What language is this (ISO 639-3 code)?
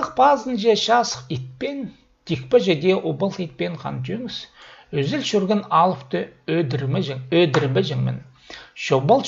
kjh